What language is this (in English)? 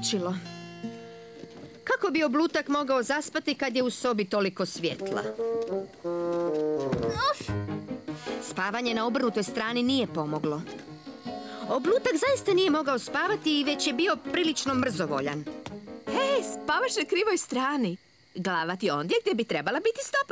Croatian